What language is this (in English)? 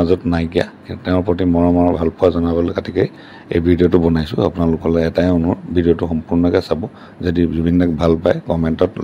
Assamese